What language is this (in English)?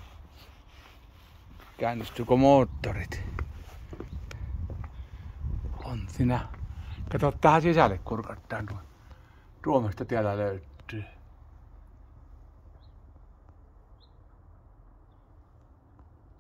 Finnish